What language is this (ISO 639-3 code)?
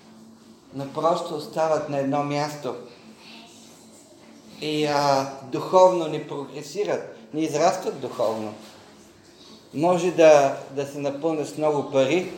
bul